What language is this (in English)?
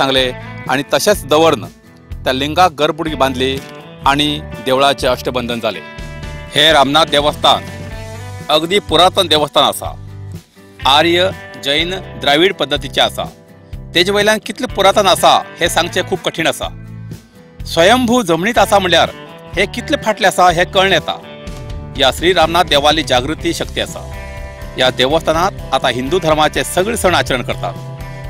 Konkani